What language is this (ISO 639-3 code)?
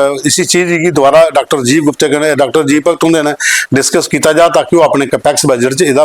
doi